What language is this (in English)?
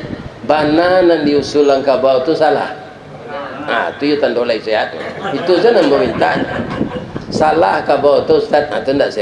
Minangkabau